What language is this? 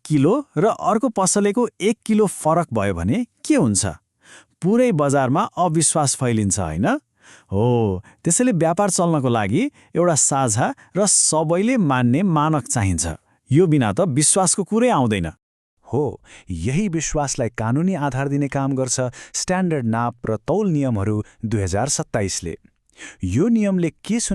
Nepali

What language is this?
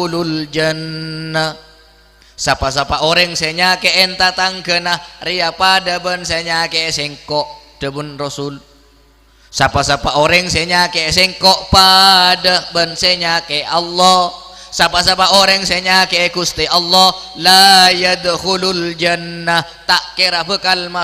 Madurese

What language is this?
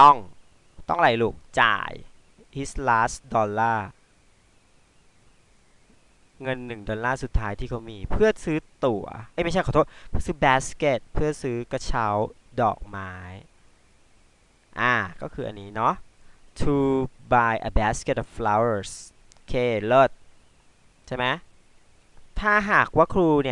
Thai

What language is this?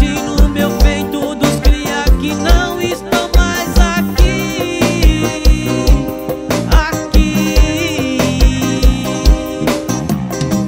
Portuguese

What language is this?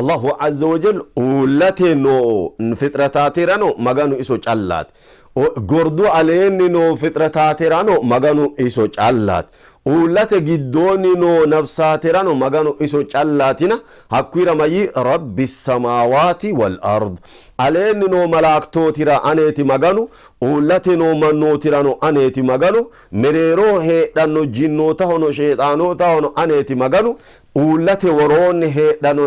Sidamo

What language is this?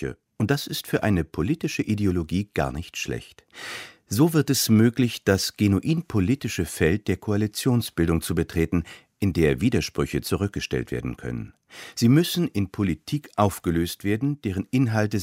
German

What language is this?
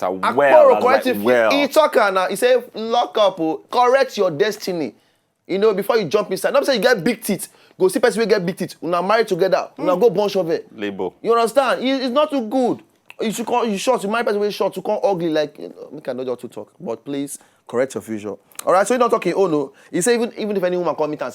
Nigerian Pidgin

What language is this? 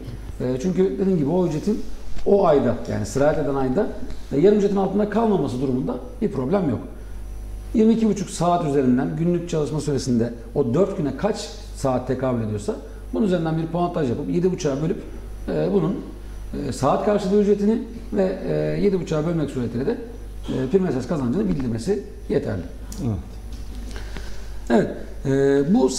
Turkish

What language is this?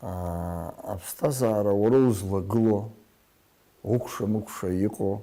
Abkhazian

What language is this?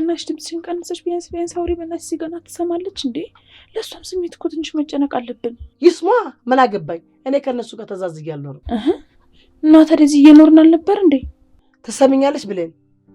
Amharic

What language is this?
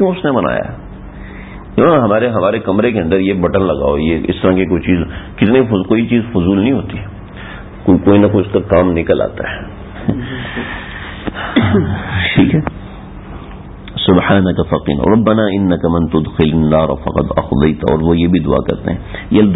Urdu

